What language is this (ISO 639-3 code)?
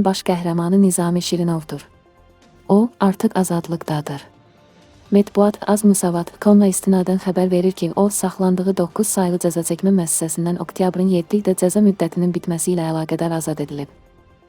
aze